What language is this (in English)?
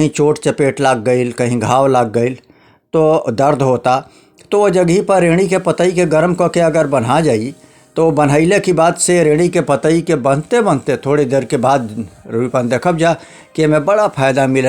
Bhojpuri